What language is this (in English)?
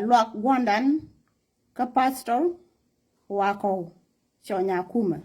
Nuer